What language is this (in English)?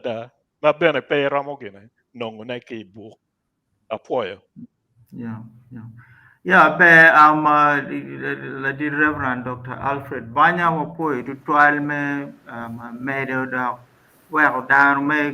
Acoli